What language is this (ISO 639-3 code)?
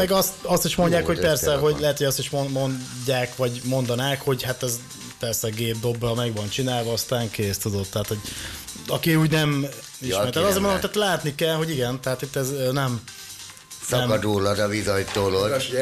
hun